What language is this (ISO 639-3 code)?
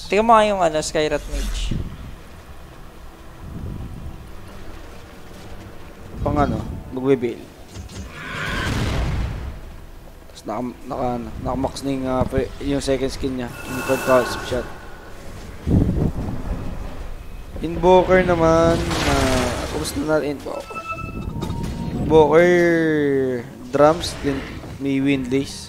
fil